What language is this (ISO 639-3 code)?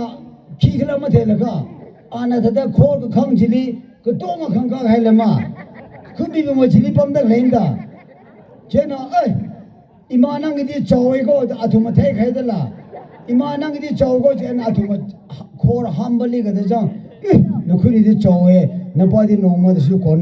nmf